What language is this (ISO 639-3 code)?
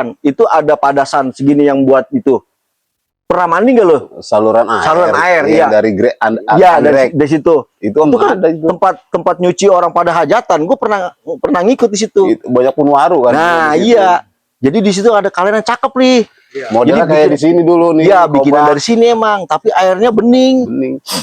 bew